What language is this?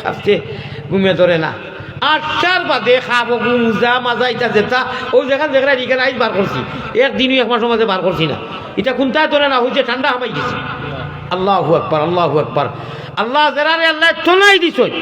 Sylheti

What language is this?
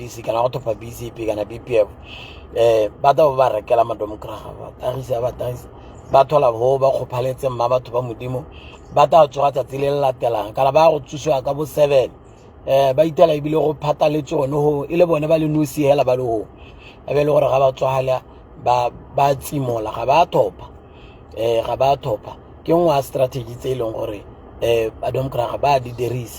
Tswana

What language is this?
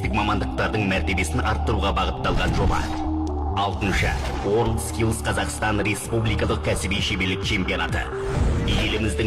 Kazakh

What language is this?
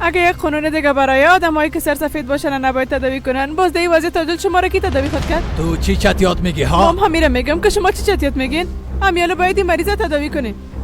Persian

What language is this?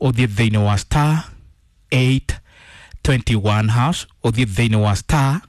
Kikuyu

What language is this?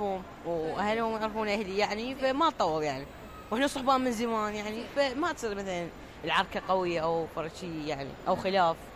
Mesopotamian Arabic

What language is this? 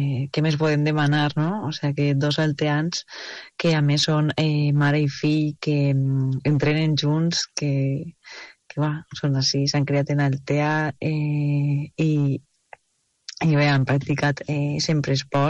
Catalan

